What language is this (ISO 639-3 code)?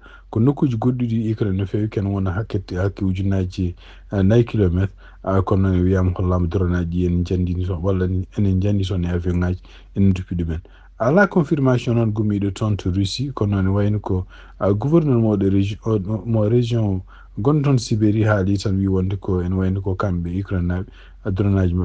ful